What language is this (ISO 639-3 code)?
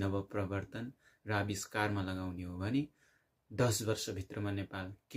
nep